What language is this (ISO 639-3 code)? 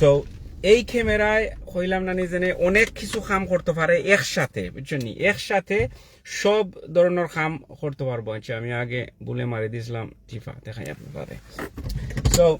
syl